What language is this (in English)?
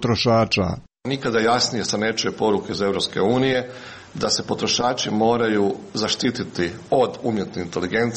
Croatian